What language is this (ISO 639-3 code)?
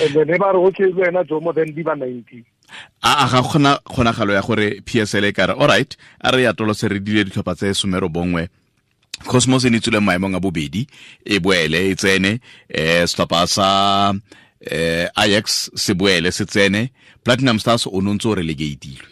tsn